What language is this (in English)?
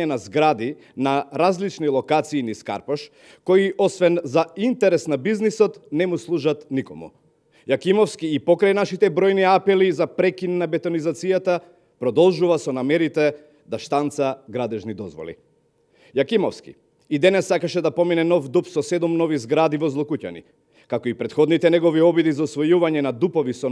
Macedonian